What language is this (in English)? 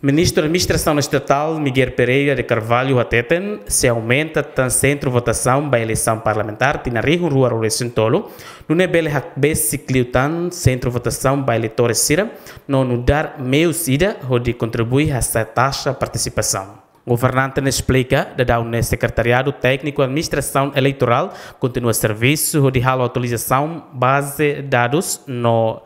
Tetum